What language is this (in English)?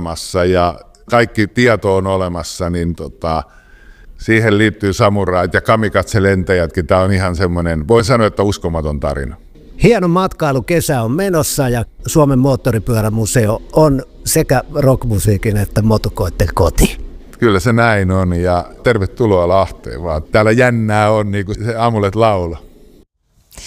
Finnish